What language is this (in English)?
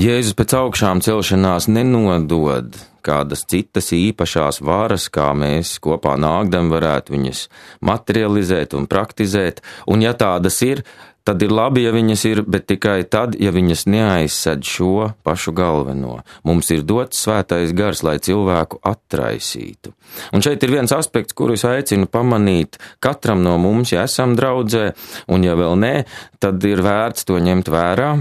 Latvian